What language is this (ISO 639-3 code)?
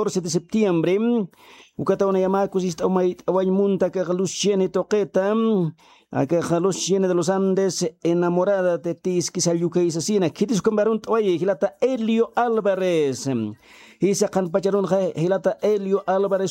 aym